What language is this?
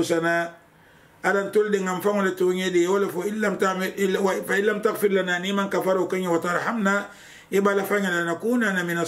Mandingo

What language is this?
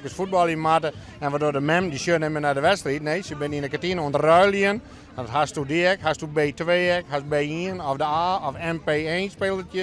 Western Frisian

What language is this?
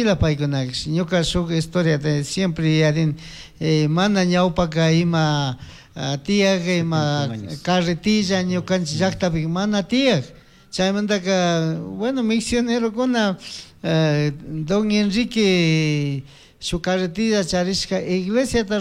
Chimborazo Highland Quichua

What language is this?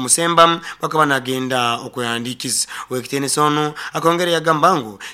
Nyoro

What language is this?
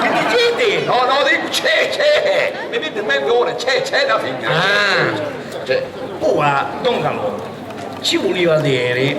Sicilian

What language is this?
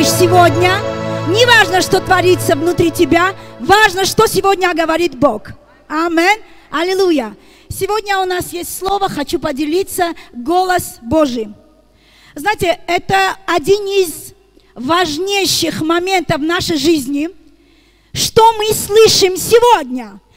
Russian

